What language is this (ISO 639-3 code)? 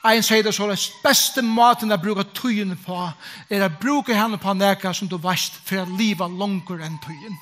fao